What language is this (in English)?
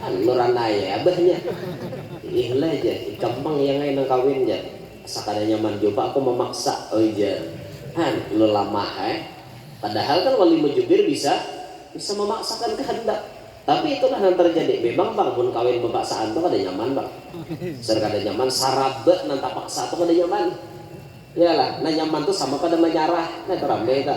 Banjar